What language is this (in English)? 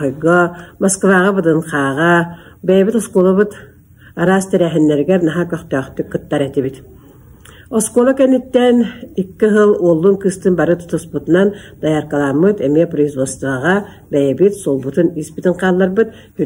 Yakut